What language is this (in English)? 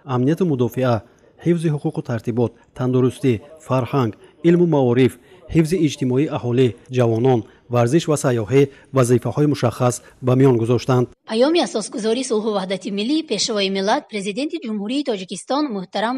Tajik